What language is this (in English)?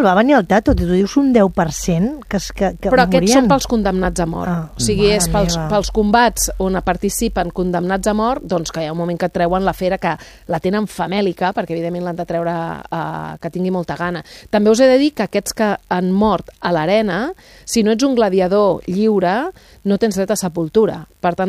Catalan